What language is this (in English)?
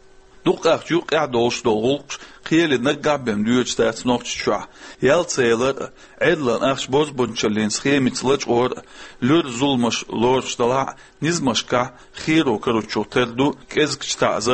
Chechen